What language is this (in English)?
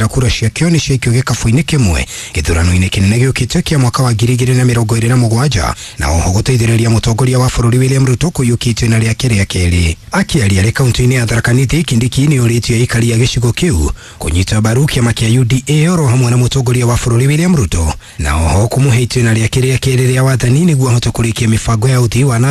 Kikuyu